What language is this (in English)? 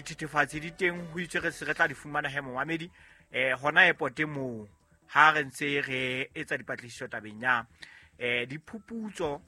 Southern Sotho